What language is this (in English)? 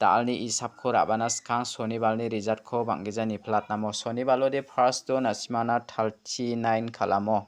Garo